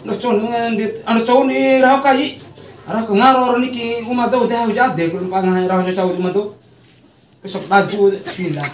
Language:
Bima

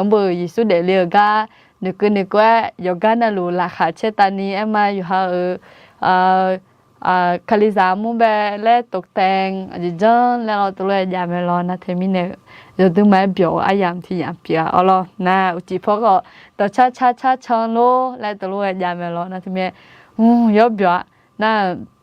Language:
Akha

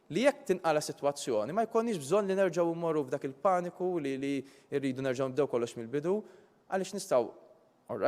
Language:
Maltese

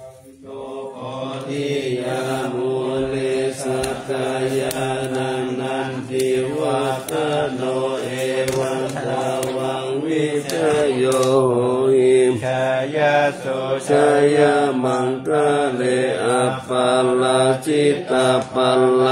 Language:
Pali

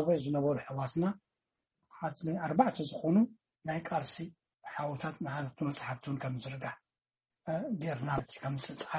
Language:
Tigrinya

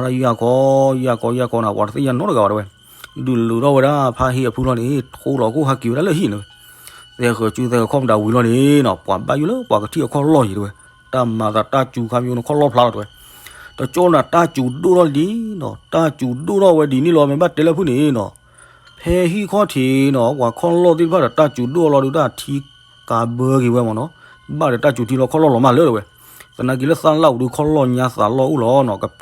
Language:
S'gaw Karen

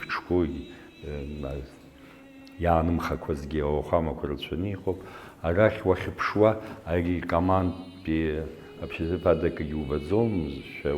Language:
Abkhazian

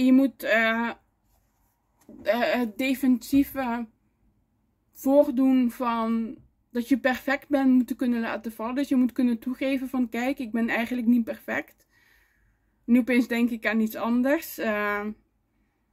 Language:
Dutch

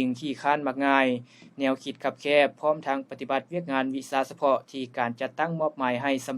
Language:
Lao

